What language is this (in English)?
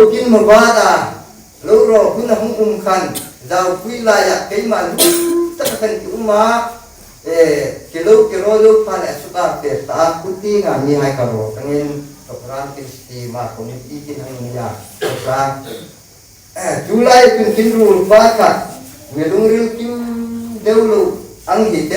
Hmar